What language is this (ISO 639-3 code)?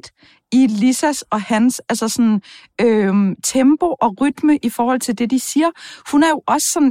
dan